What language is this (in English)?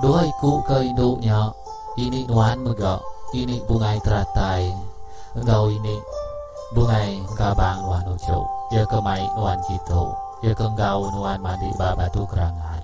Iban